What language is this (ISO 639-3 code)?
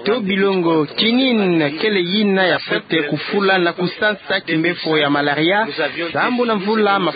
ktu